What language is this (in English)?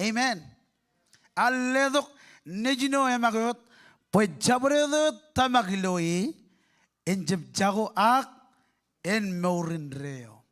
Marshallese